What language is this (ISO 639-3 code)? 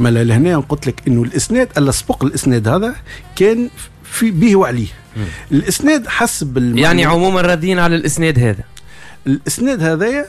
aeb